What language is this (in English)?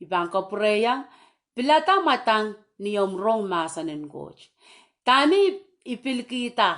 Pohnpeian